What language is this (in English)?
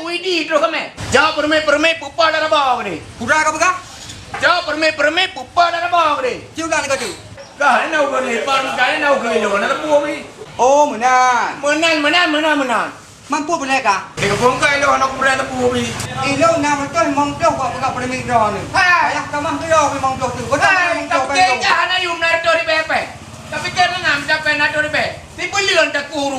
Achinese